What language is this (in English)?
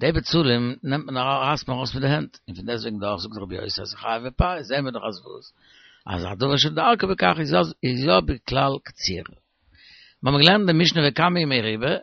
Yiddish